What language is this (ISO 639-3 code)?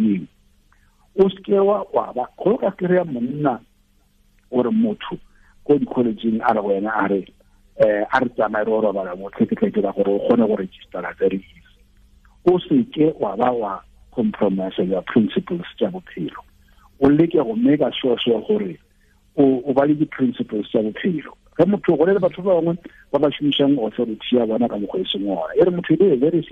tsn